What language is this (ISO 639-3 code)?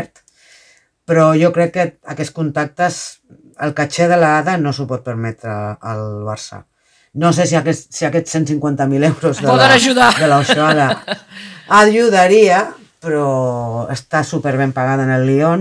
cat